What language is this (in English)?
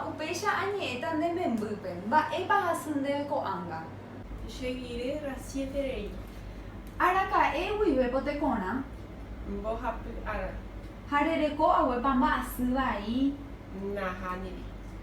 Guarani